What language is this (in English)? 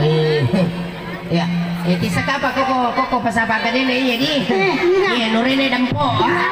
Buginese